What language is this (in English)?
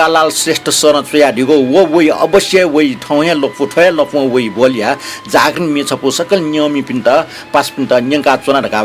Newari